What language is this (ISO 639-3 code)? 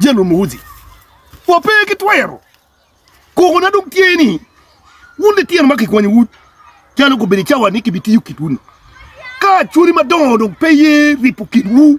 ach